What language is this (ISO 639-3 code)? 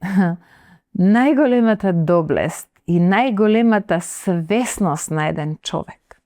mkd